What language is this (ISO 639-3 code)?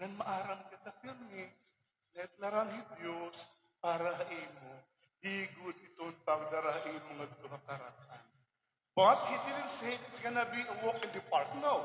war